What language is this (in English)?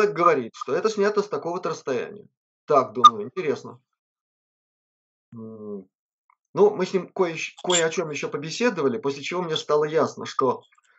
Russian